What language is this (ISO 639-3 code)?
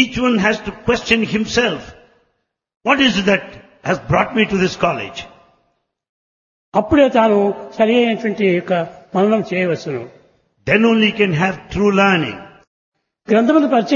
tel